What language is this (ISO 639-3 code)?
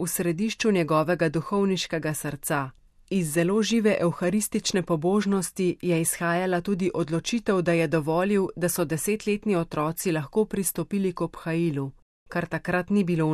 slv